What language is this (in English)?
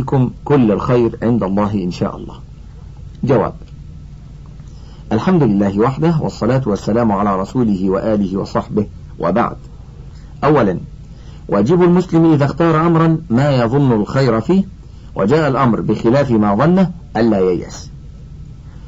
Arabic